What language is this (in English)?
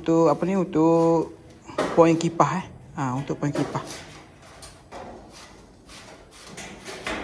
Malay